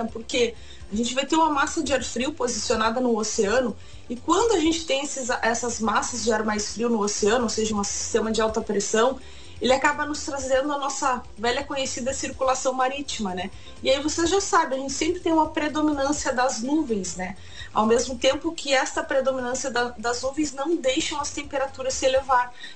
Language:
Portuguese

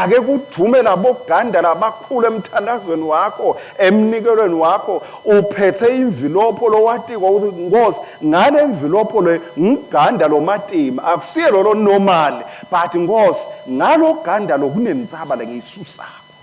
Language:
Swati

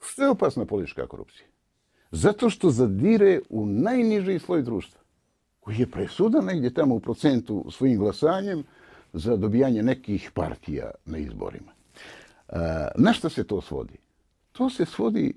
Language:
Bosnian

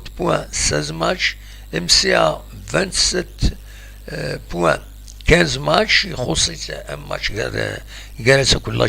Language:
Kabyle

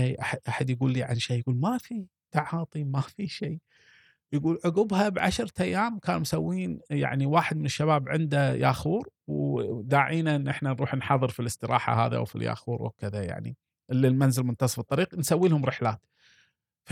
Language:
Gulf Arabic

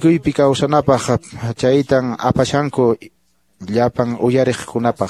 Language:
Quechua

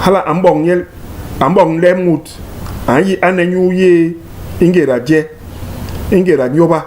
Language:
Basaa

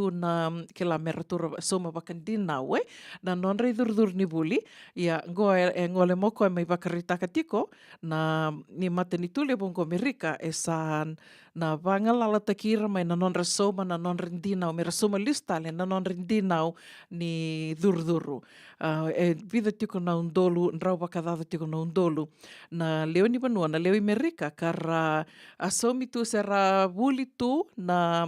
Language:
Fijian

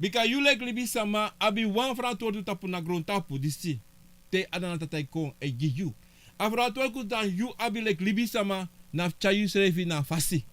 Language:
Sranan Tongo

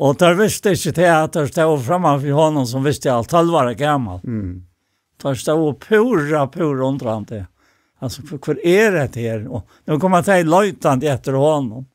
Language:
Faroese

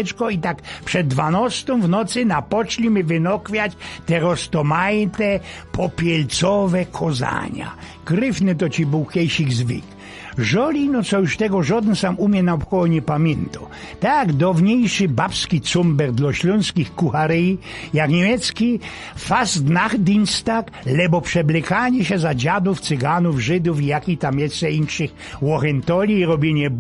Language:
Silesian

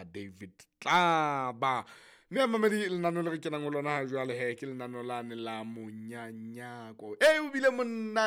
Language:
Southern Sotho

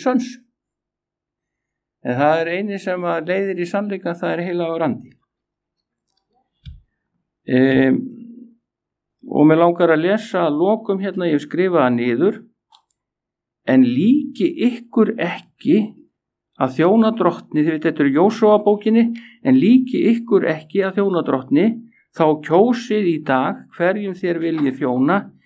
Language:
Icelandic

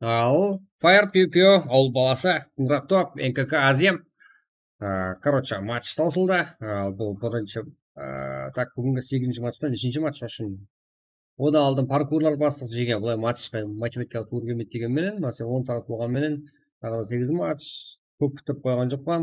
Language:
Kara-Kalpak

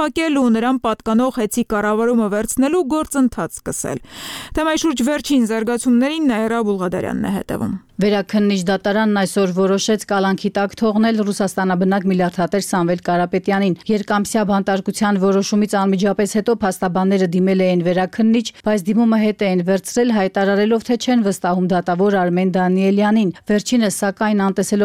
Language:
Armenian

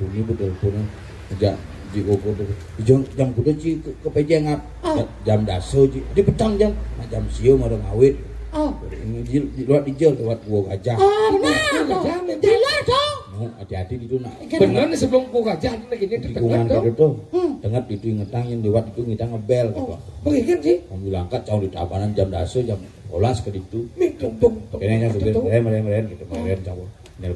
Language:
Balinese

